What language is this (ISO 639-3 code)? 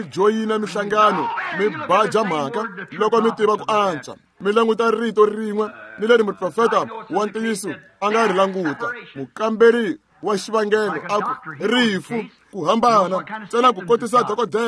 tso